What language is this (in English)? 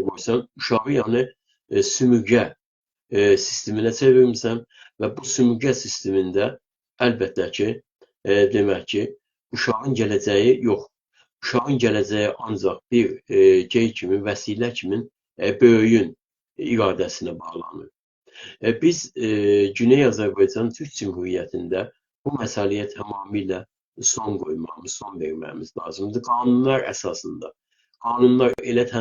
South Azerbaijani